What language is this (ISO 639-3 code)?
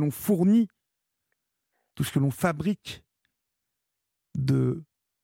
fra